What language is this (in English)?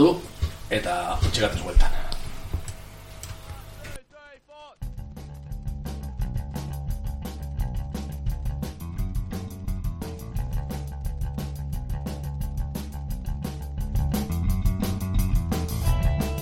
Basque